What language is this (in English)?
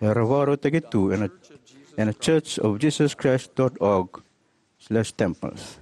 Fijian